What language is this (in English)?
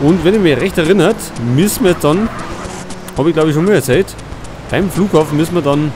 Bavarian